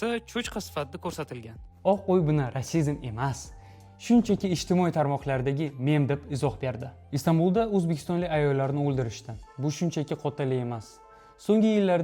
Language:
Uzbek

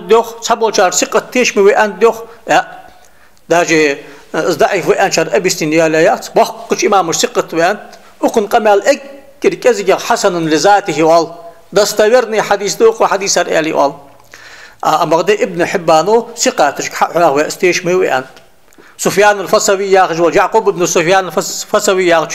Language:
Ingush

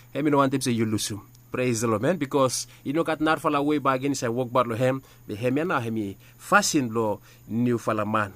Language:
Bislama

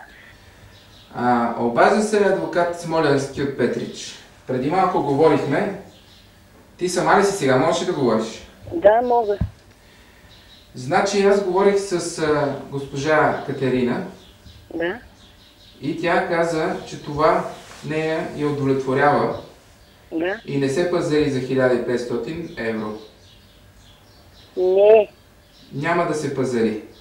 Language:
Bulgarian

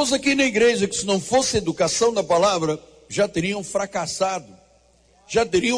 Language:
Portuguese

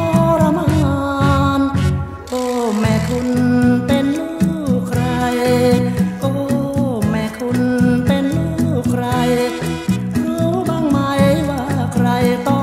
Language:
Thai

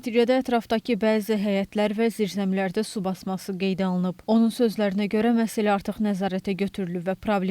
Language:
Azerbaijani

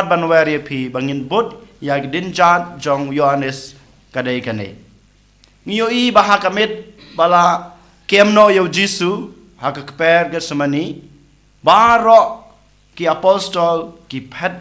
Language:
Khasi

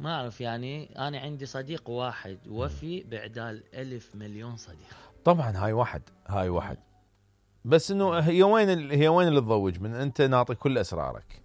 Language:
Mesopotamian Arabic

